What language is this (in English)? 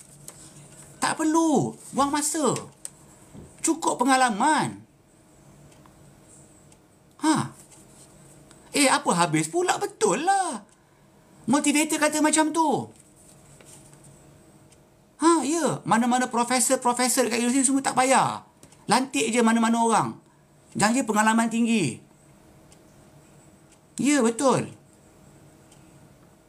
Malay